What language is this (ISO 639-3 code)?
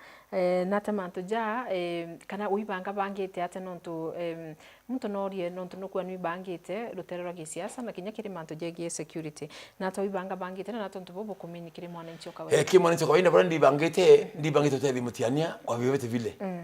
mer